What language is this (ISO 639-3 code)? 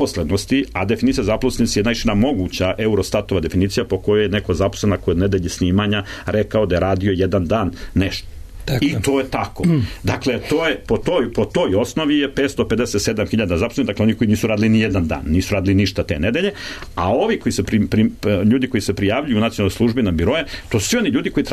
srp